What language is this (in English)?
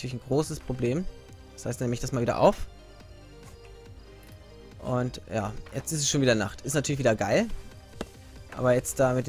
German